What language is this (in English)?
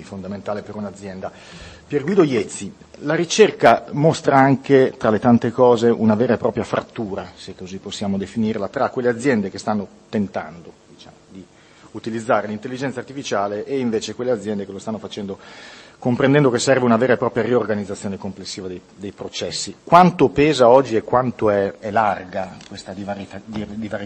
Italian